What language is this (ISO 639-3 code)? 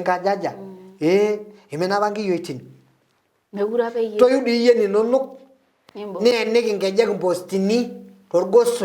mas